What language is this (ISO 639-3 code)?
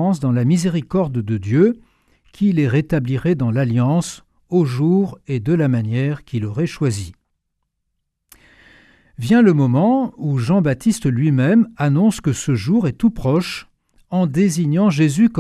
fra